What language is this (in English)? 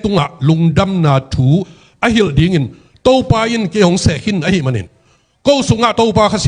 Tedim Chin